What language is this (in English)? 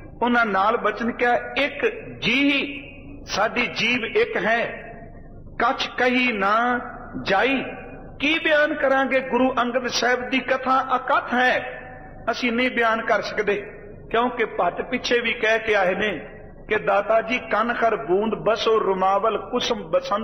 Punjabi